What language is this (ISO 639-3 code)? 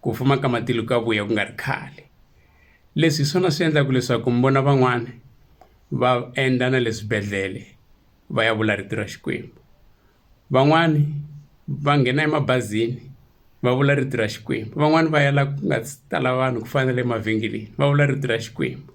tso